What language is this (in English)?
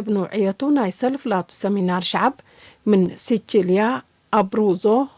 Tigre